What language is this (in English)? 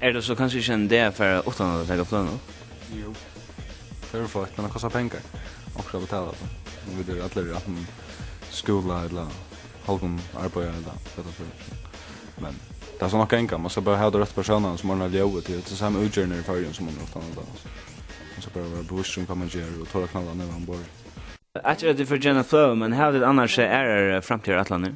Faroese